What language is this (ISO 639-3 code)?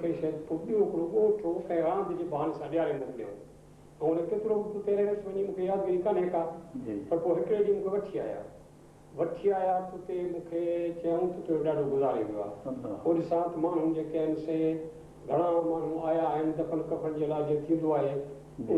snd